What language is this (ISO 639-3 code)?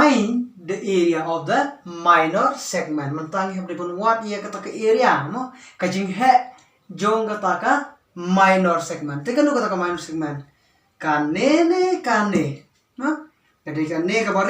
kha